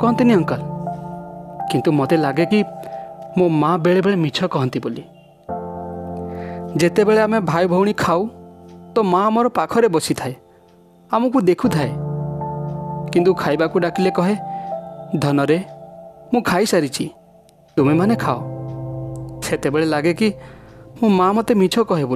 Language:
Odia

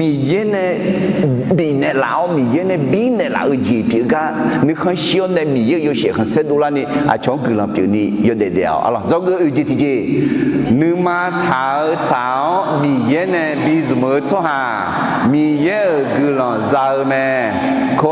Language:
Akha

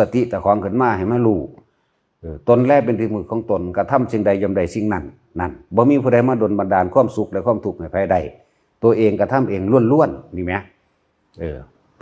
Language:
Lao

